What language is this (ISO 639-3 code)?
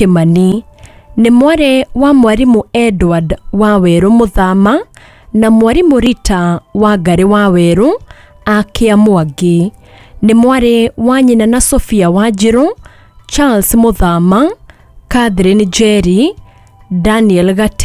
kik